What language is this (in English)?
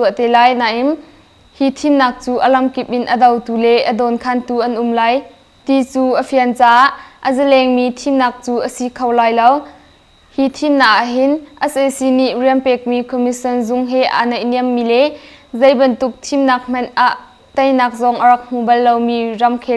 Hakha Chin